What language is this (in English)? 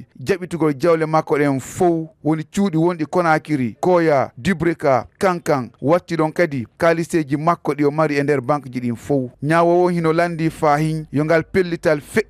Fula